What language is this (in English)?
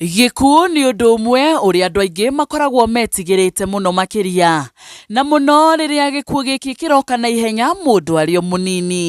Kikuyu